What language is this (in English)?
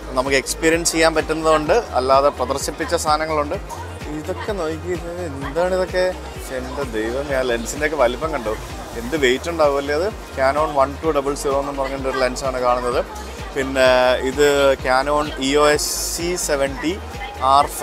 Malayalam